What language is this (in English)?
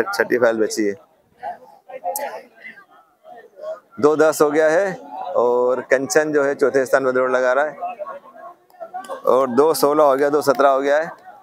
Hindi